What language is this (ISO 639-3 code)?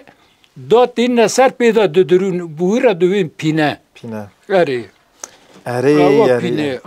kur